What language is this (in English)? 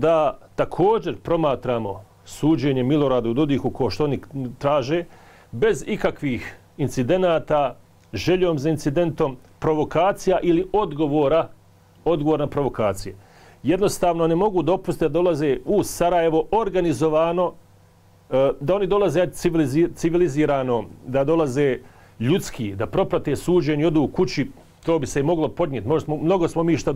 Bosnian